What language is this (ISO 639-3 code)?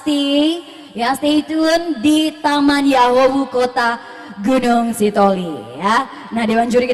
nia